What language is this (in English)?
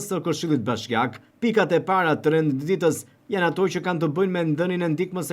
Albanian